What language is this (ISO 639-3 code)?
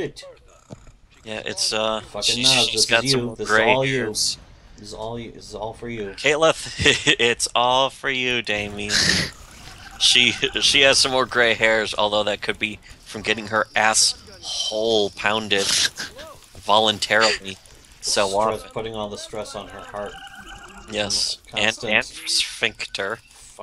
eng